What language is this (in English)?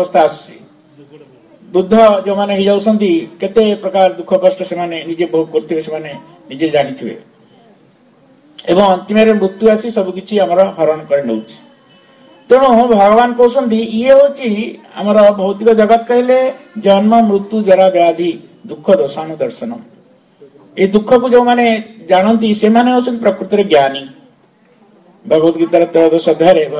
Odia